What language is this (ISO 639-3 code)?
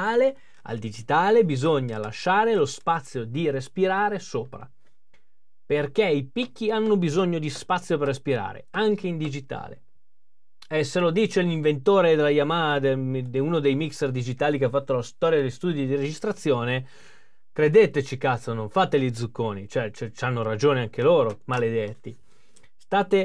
ita